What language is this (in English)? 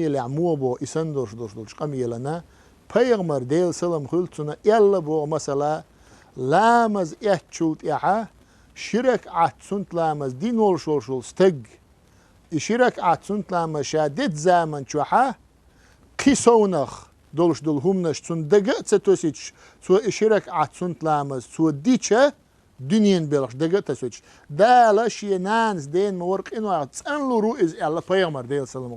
Chechen